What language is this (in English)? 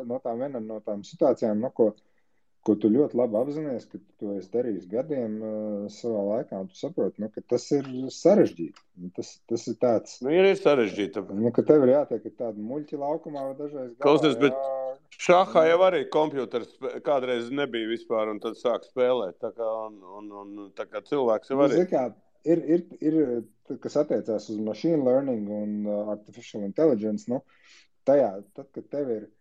Latvian